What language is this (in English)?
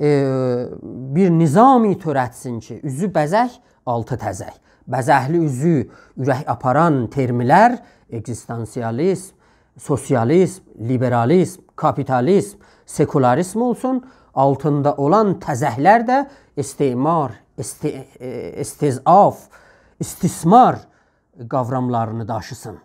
South Azerbaijani